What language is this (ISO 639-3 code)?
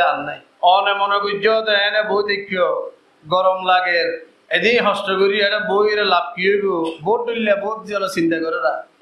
rhg